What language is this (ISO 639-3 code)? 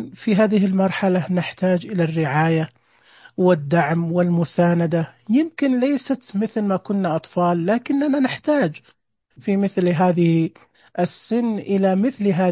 ars